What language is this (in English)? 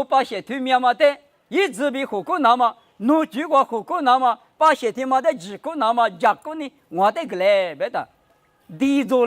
Lisu